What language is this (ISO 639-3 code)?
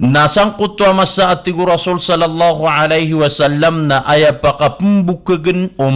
mrw